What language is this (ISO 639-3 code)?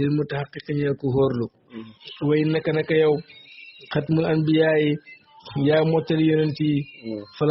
wol